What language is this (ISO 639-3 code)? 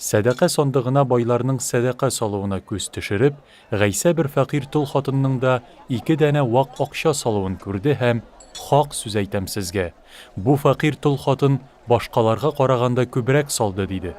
tat